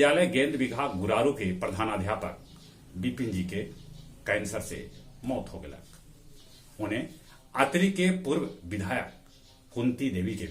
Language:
Magahi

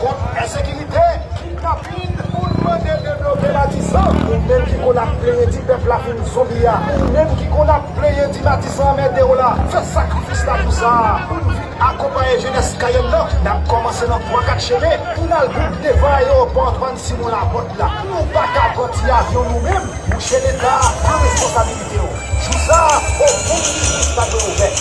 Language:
Haitian Creole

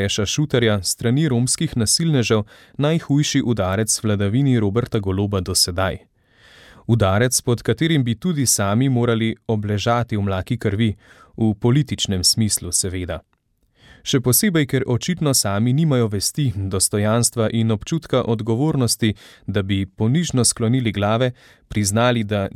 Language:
Slovenian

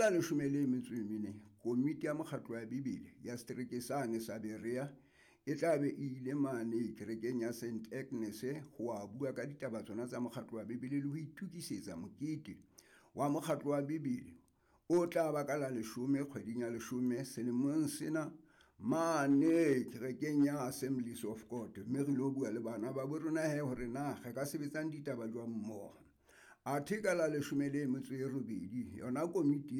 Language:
Southern Sotho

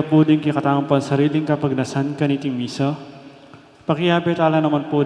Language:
Pampanga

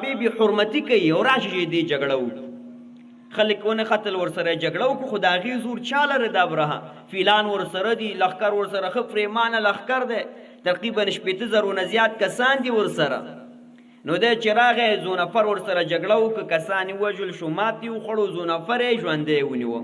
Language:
Pashto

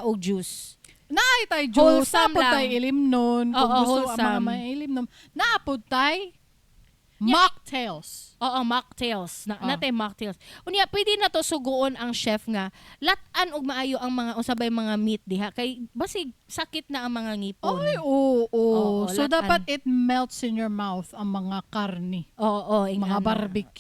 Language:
Cebuano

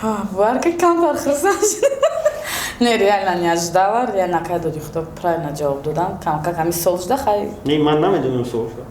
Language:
Tajik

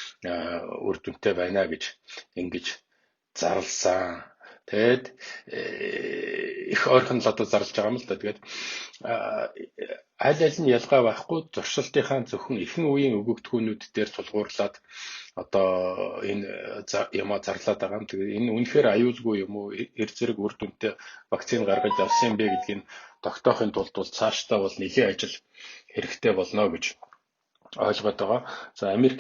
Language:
Mongolian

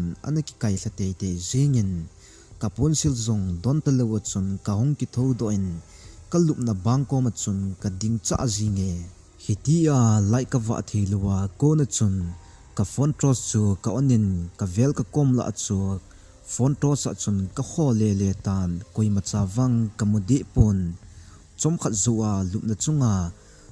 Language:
Thado Chin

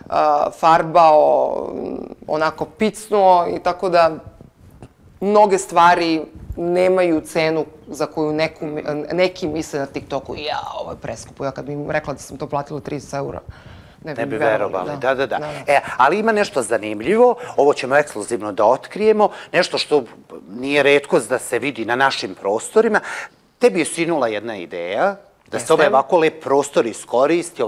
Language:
Serbian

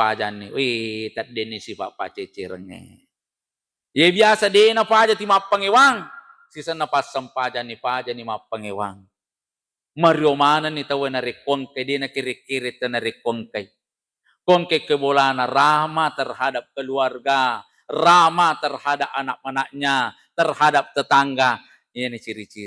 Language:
Buginese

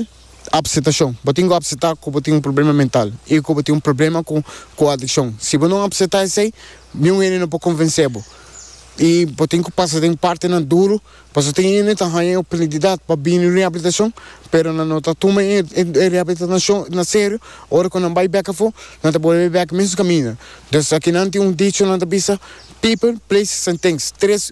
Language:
Papiamento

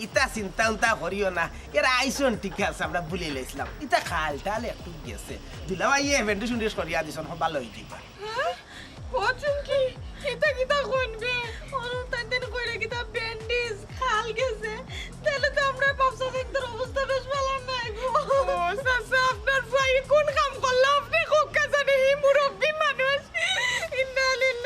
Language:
Sylheti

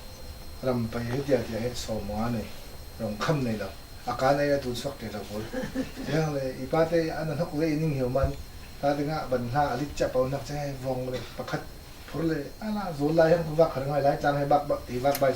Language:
Falam Chin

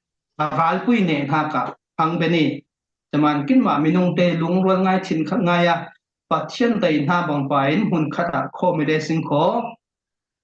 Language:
Falam Chin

